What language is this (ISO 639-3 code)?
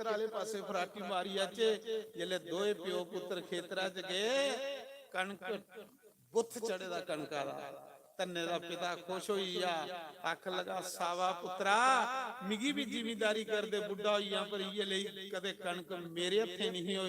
doi